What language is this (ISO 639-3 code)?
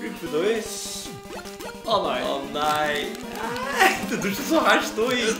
fao